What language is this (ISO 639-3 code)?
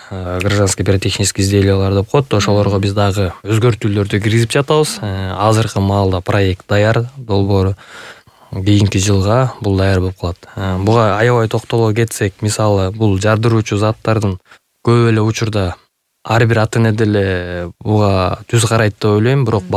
kir